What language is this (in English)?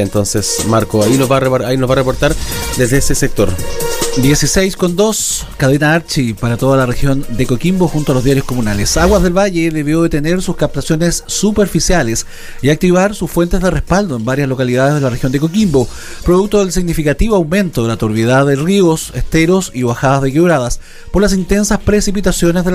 Spanish